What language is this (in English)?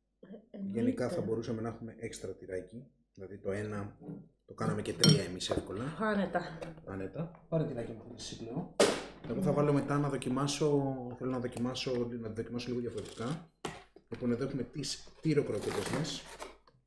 Greek